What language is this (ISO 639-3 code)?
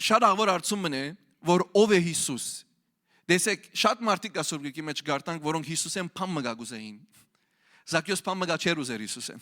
hyw